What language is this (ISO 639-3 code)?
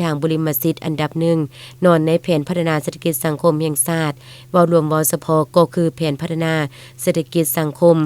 lao